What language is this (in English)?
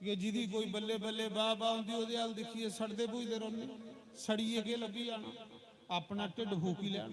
Dogri